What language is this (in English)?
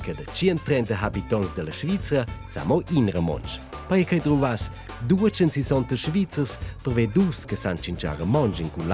Romansh